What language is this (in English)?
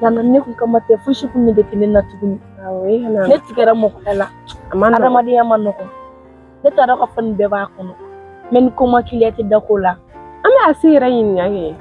Bambara